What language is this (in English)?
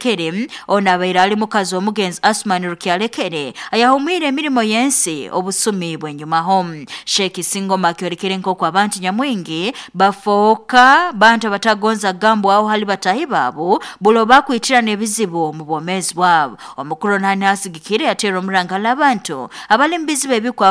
Nyoro